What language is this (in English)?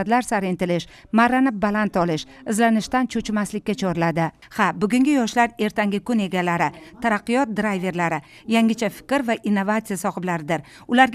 Uzbek